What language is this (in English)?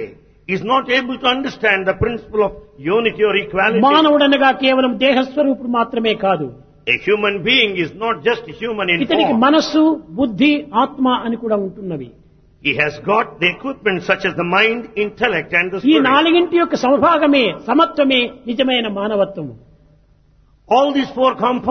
Telugu